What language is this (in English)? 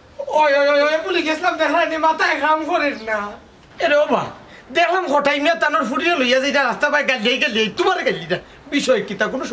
Sylheti